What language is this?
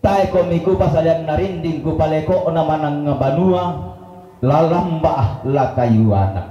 Toraja-Sa'dan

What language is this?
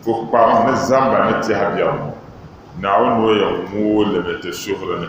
Dagbani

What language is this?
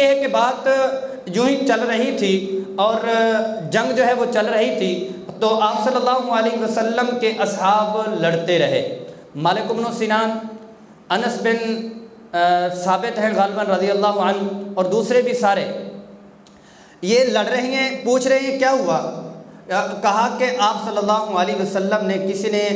Urdu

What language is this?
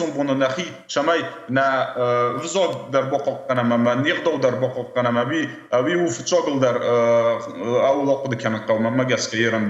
Ossetic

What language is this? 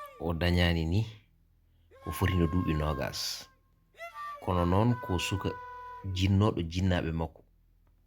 Fula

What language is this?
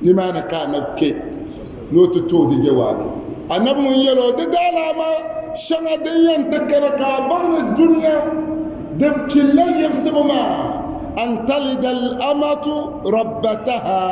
Dagbani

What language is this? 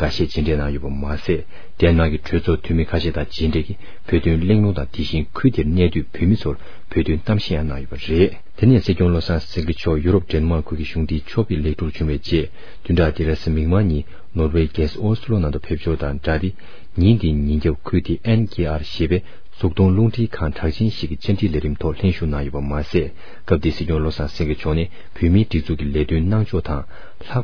Tibetan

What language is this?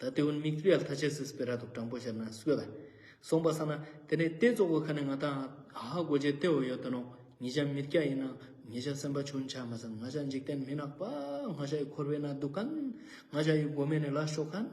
Ladakhi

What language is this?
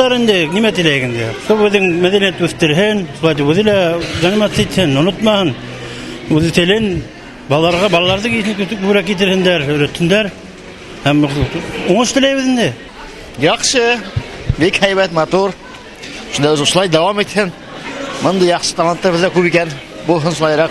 Bashkir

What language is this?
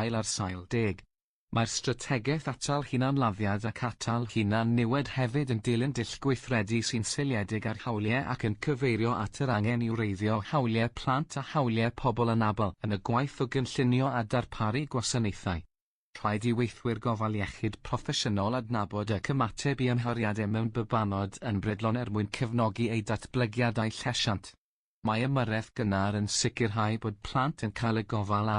Welsh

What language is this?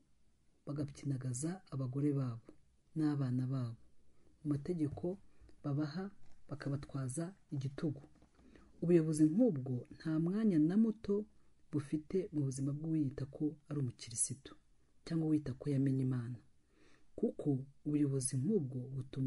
Kinyarwanda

